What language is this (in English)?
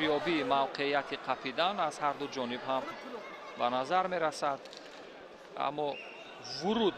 Tajik